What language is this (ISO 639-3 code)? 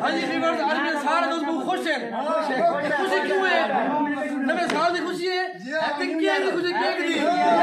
skr